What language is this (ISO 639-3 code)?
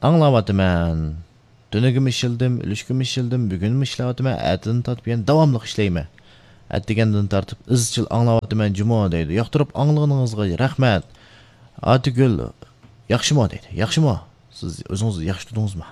uig